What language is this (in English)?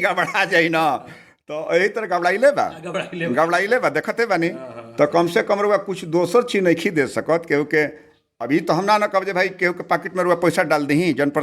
Bhojpuri